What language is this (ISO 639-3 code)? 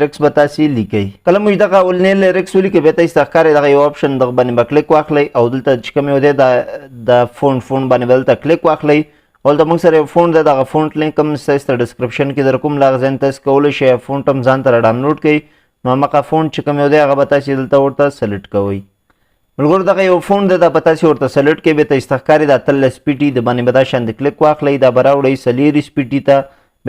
pus